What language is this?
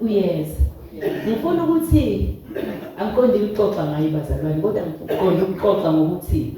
Zulu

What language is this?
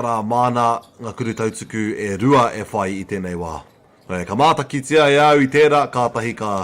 Māori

